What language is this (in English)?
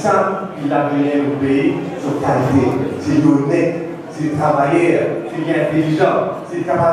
Morisyen